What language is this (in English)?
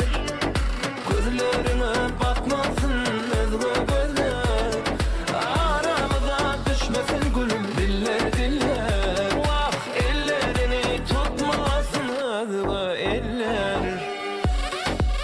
Turkish